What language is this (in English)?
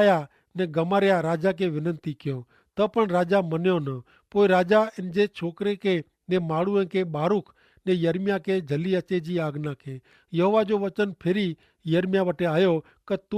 Kachhi